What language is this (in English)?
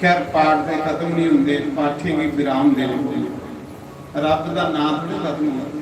Dogri